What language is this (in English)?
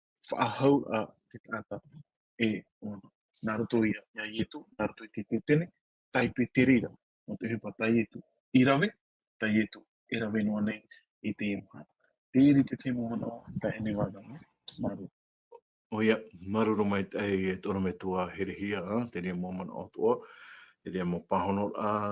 Tahitian